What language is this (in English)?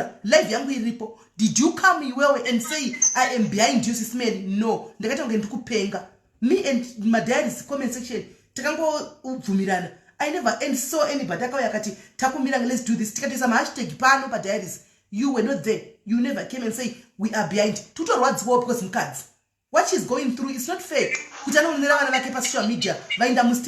Shona